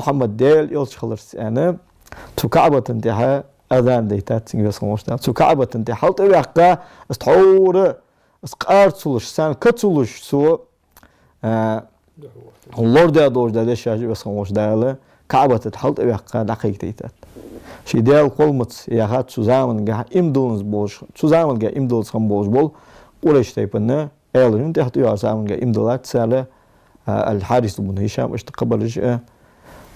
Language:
Ingush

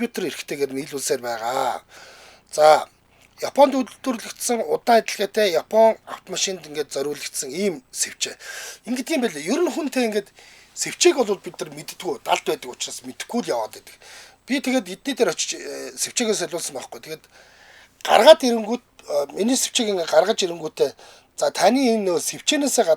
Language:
Mongolian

